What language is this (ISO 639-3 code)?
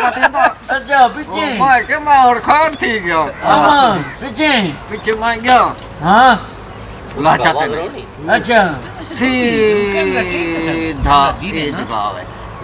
skr